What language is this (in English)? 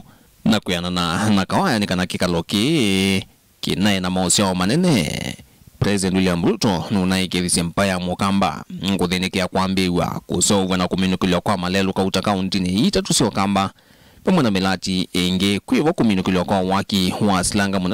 Kamba